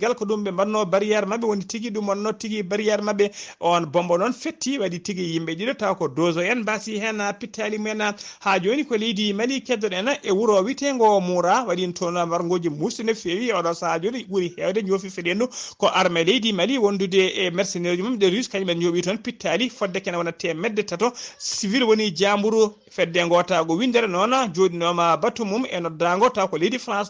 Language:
Fula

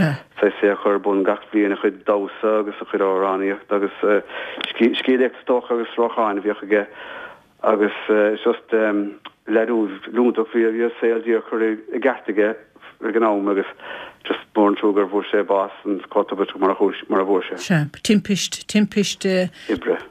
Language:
Irish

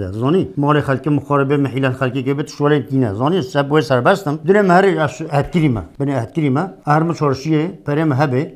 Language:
Kurdish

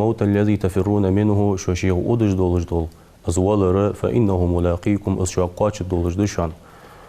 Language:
Ingush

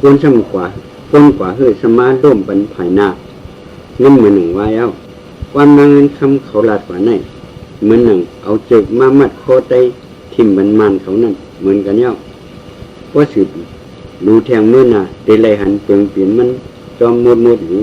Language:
Shan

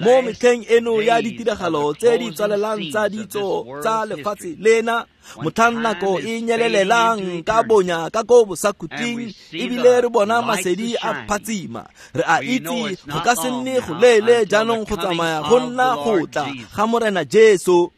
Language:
Tswana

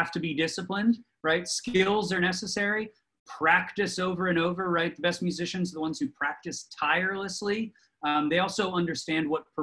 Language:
English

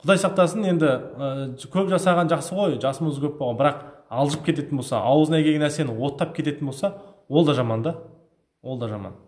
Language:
Kazakh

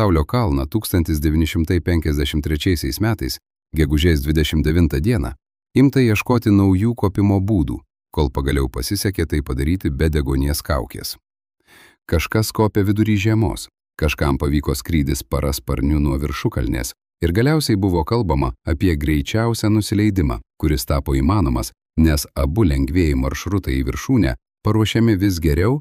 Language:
Lithuanian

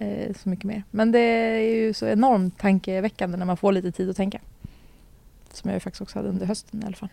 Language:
Swedish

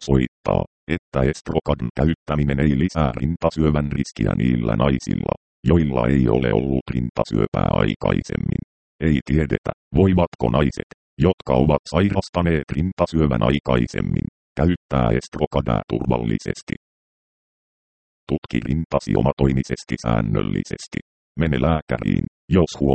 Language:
Finnish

